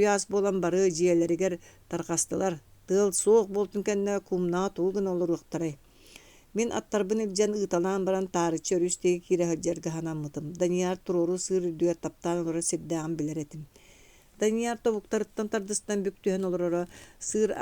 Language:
Yakut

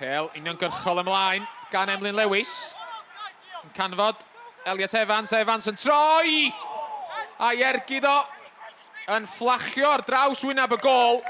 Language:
Welsh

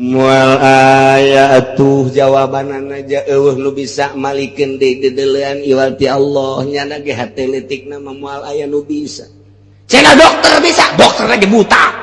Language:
Sundanese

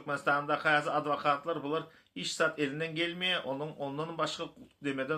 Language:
Turkmen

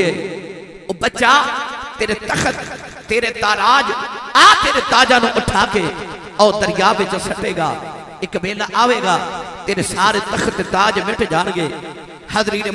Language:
Western Panjabi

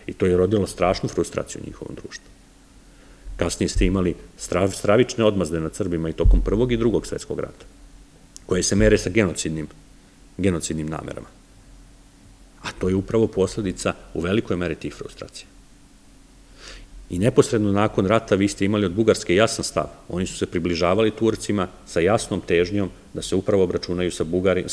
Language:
Serbian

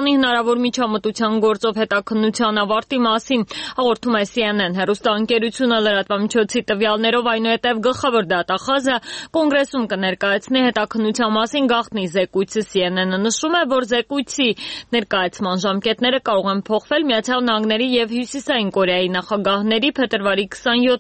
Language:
Armenian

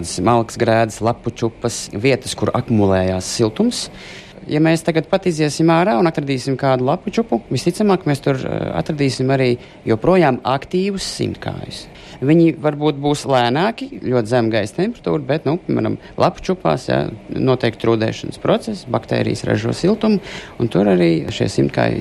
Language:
Latvian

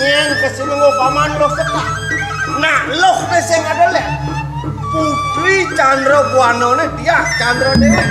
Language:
Balinese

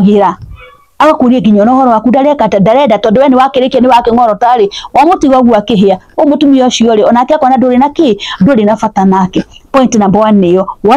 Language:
Kikuyu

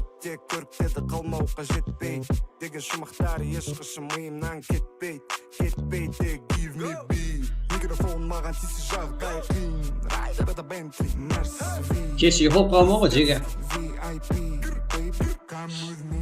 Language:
Kara-Kalpak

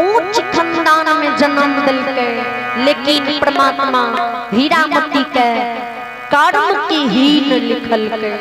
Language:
Maithili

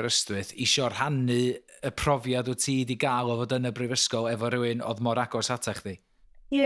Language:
Welsh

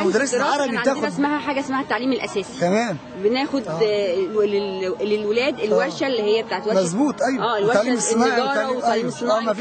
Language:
Egyptian Arabic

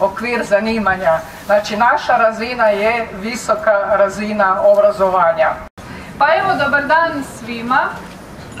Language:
Croatian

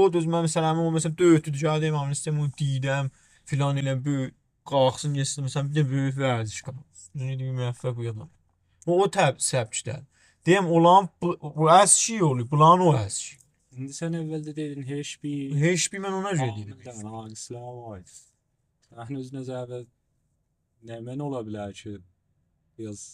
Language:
South Azerbaijani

